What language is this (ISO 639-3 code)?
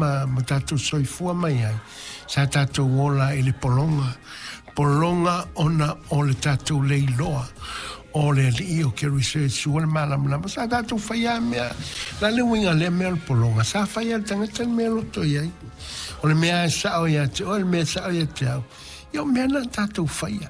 smo